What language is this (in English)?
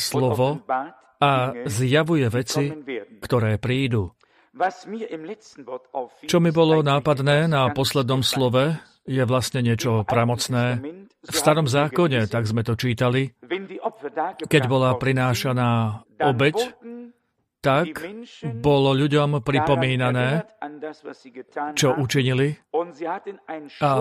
Slovak